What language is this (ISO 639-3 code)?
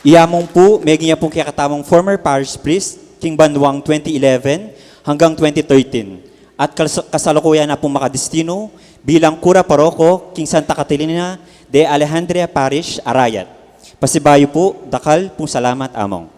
pam